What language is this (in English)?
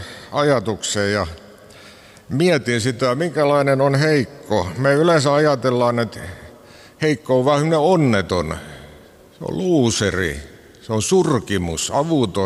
Finnish